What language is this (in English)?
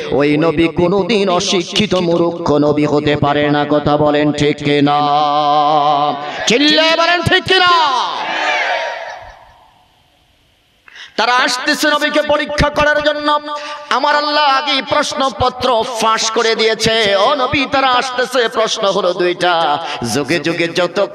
Bangla